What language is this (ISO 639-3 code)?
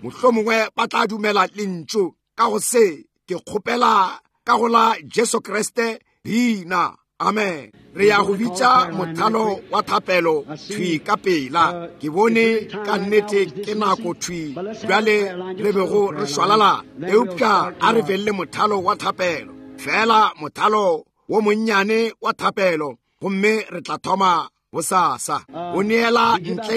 nso